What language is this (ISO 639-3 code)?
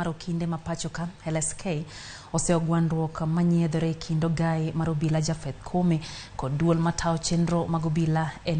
luo